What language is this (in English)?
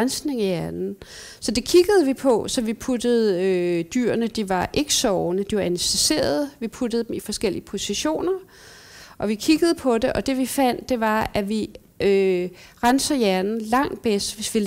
Danish